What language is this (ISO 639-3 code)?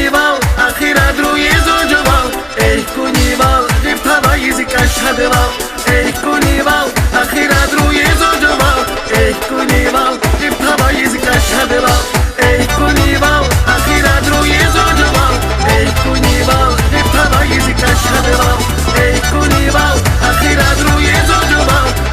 tab